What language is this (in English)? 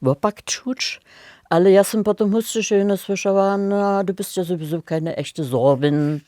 Upper Sorbian